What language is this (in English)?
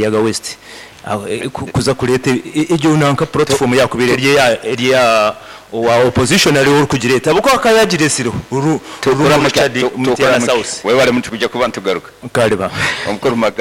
Nyoro